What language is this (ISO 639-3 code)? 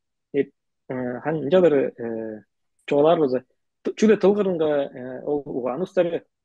tyv